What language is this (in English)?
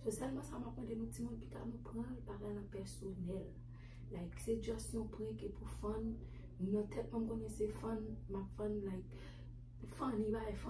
Haitian Creole